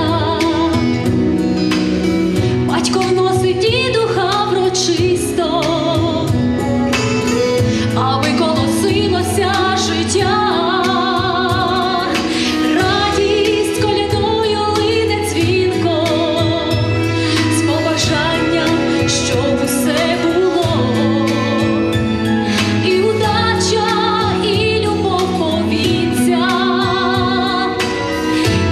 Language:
Ukrainian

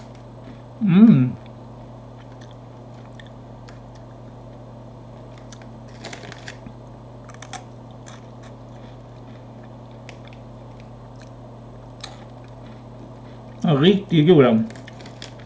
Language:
Swedish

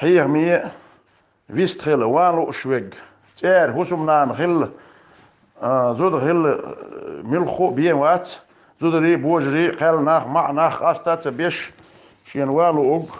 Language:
Chechen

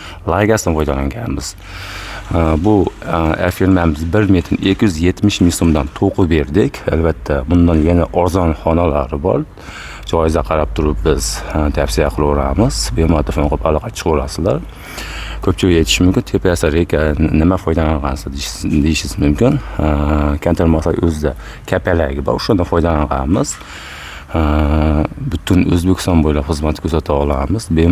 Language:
Uzbek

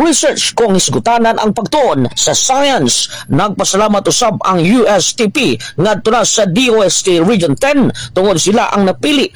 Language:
Cebuano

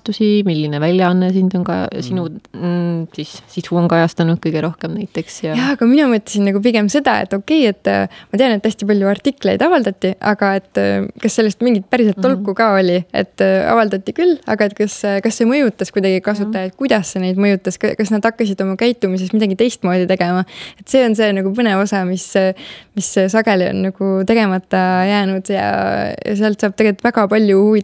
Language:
Estonian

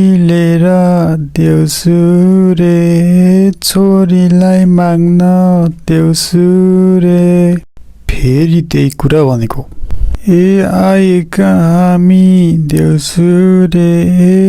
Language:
Nepali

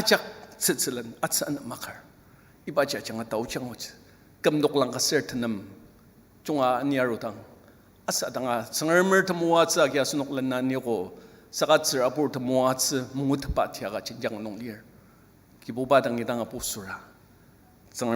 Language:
Ao Naga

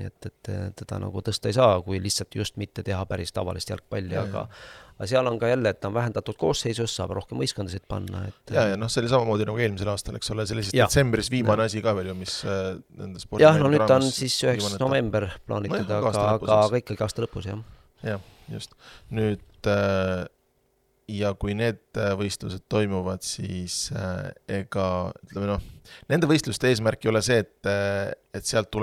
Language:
Estonian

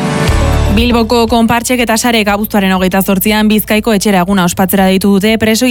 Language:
Basque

